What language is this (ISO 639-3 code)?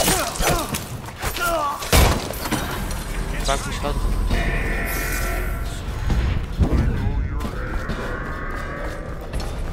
nld